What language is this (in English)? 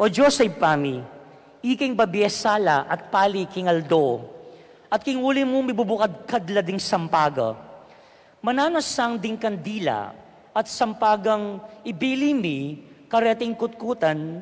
Pampanga